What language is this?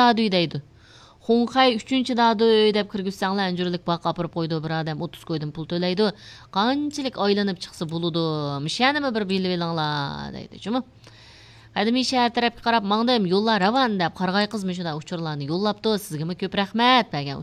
Uyghur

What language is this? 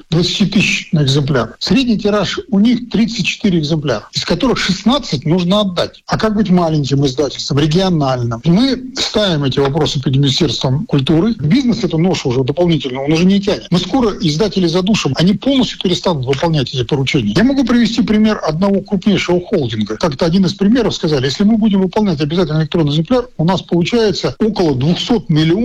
Russian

